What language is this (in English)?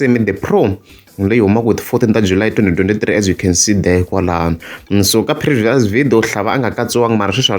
Tsonga